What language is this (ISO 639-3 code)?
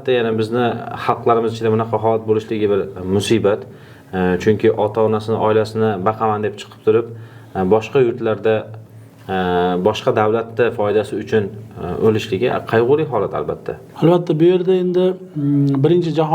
uzb